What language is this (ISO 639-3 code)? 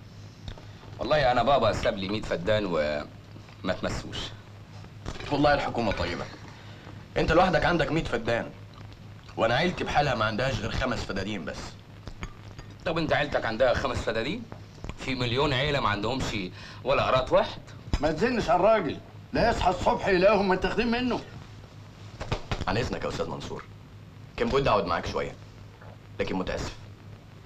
arz